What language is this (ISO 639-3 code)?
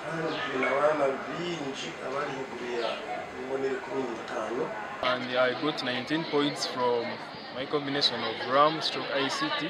nyn